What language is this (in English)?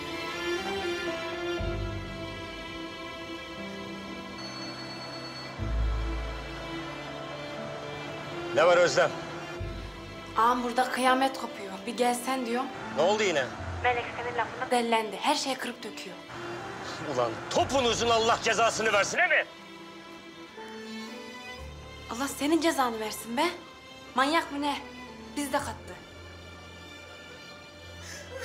Turkish